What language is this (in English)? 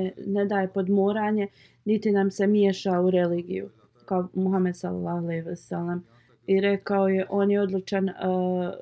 Bosnian